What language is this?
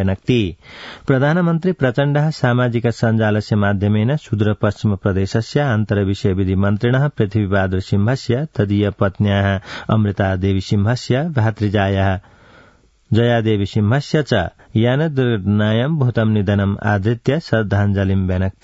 Sanskrit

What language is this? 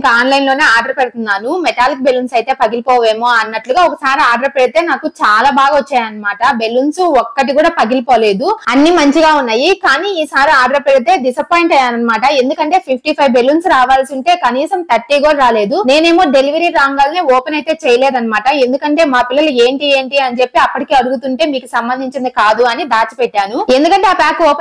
Telugu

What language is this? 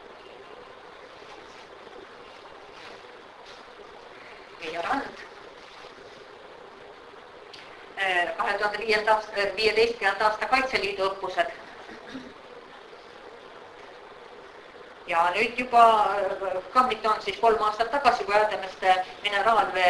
Estonian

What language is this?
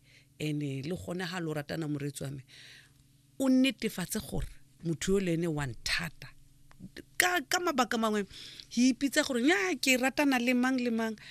Tswana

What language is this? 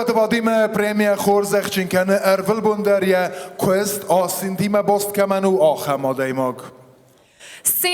Ossetic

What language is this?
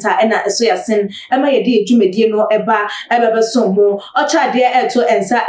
Akan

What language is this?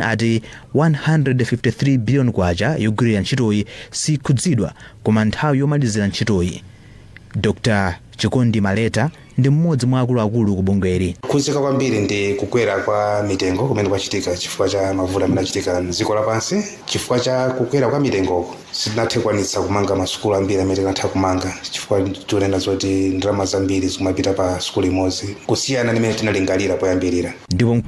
Nyanja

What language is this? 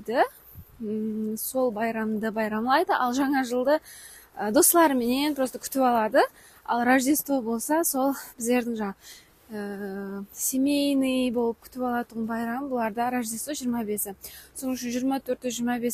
Kara-Kalpak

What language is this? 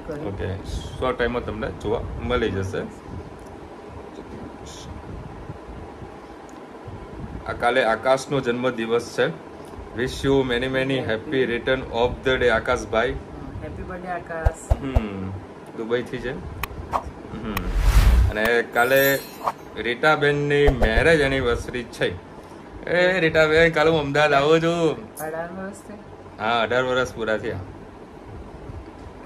Gujarati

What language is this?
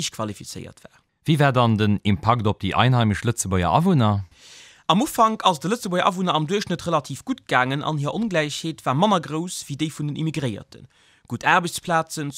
Luxembourgish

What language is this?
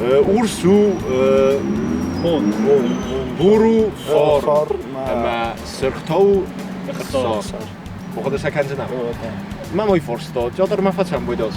Ossetic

